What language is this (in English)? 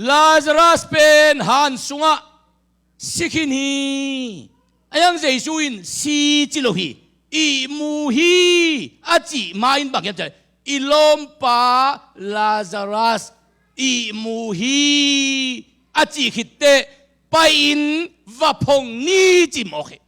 Tedim Chin